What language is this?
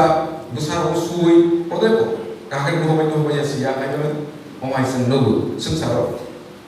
Kok Borok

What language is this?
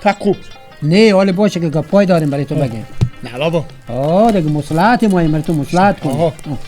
Persian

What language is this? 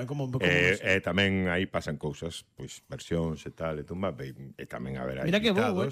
Galician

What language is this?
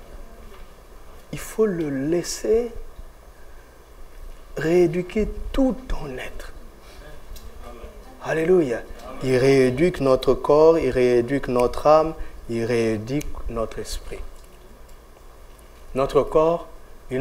French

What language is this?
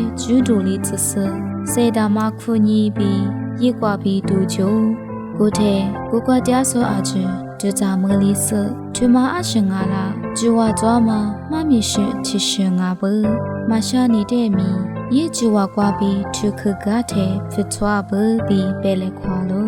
Lisu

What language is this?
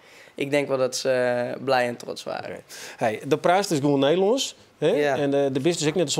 Western Frisian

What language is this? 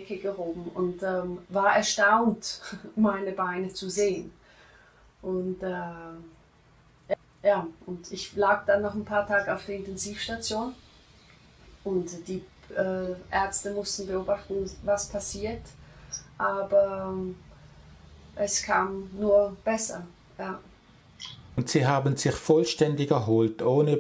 German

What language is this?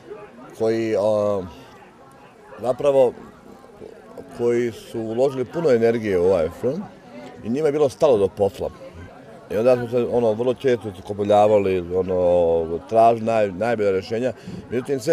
Bosnian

